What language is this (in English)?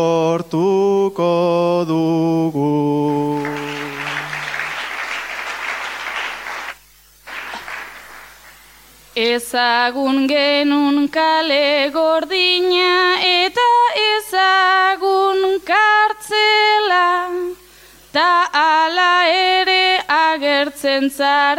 Basque